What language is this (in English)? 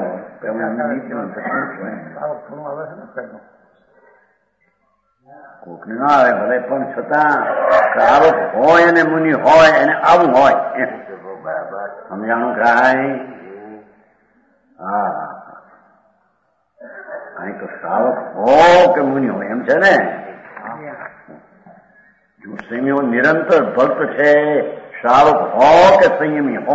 Gujarati